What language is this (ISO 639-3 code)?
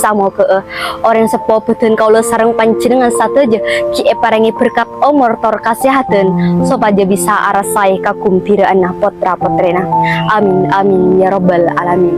mad